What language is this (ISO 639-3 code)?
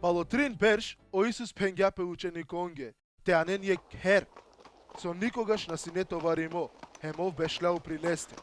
rmn